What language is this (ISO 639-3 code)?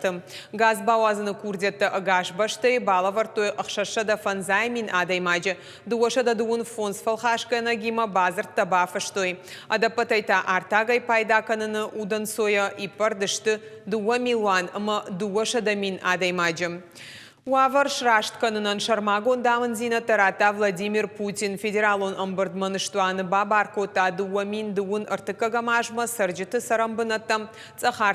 oss